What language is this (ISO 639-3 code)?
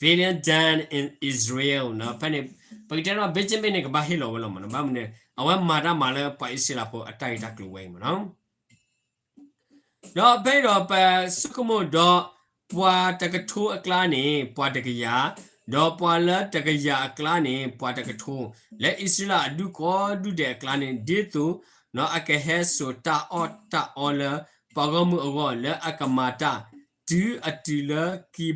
ksw